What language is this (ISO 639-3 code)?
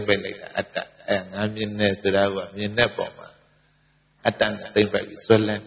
mya